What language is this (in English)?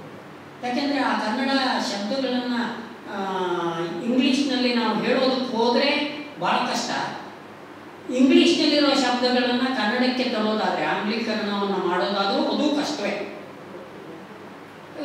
Kannada